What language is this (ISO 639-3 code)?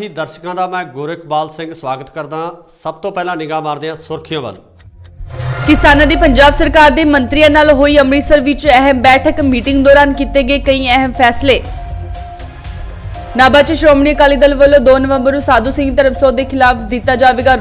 pan